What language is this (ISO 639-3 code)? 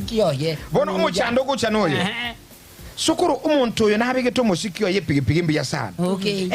guz